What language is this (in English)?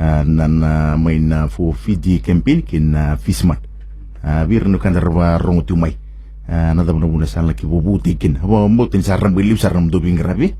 Fijian